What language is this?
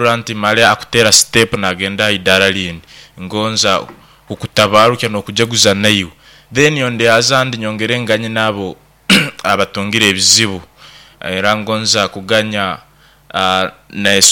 Nyoro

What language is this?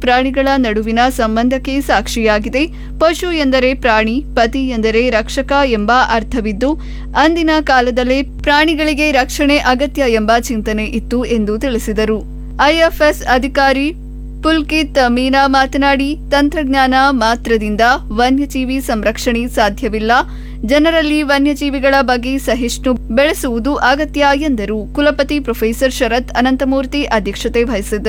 Kannada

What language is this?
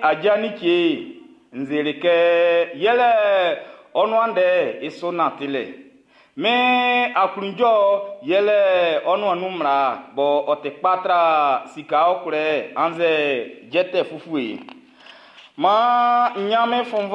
Baoulé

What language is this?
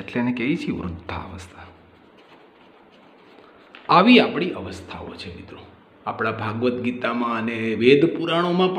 Gujarati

